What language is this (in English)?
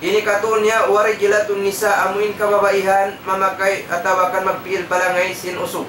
Tausug